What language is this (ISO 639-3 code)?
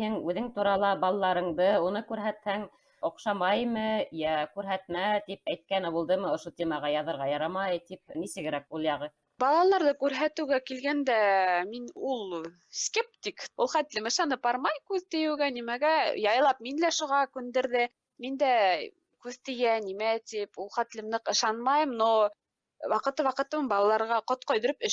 bak